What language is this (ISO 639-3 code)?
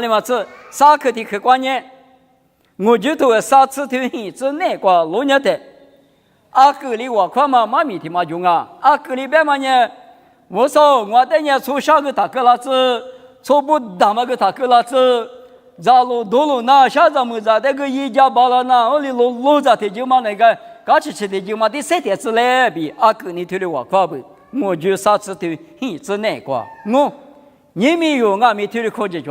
lis